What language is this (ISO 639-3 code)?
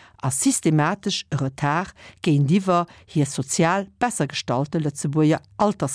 ltz